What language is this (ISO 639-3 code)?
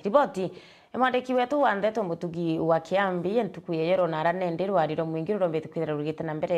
mer